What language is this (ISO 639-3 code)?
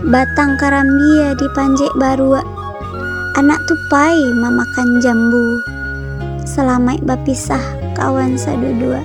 min